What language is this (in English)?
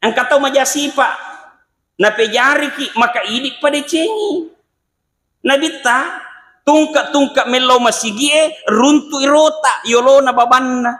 Buginese